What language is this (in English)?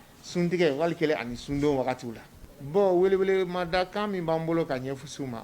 Bambara